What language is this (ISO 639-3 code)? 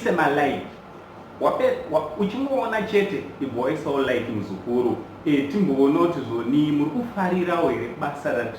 sna